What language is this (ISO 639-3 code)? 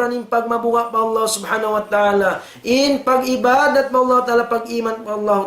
tsg